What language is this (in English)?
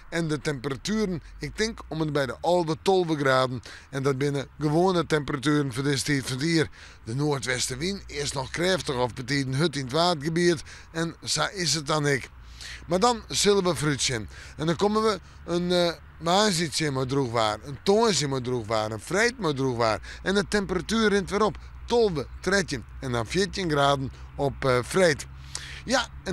Western Frisian